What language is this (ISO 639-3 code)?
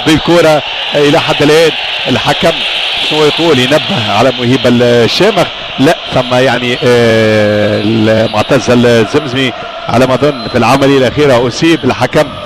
aeb